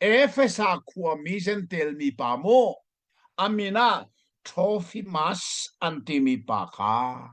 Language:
Hakha Chin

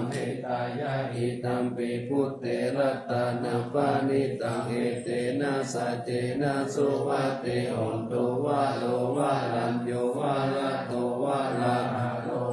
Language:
Pali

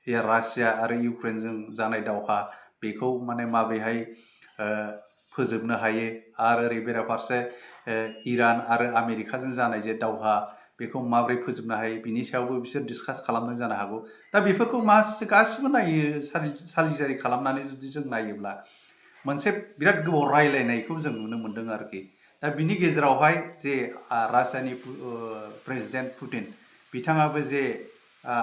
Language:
Bodo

